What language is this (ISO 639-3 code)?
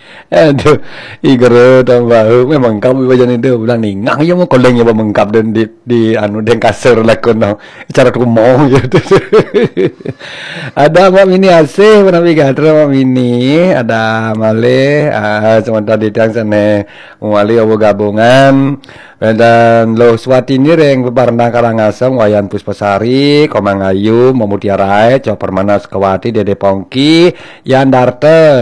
ban